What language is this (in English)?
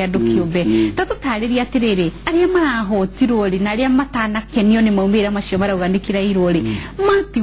Kikuyu